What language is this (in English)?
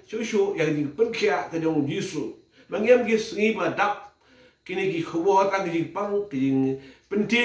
Khasi